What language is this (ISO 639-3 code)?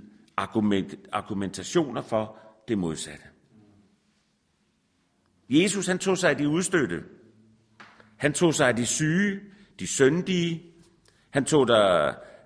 dan